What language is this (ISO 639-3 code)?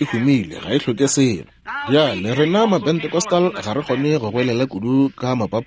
nso